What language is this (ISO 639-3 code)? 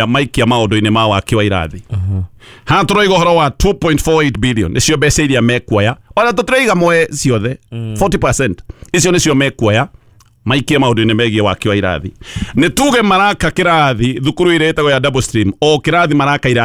kik